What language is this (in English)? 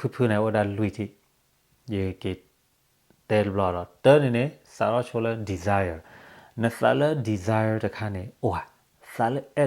S'gaw Karen